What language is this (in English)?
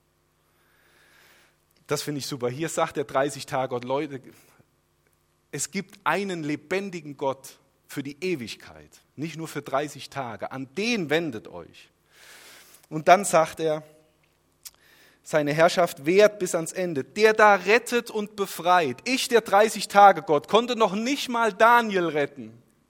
German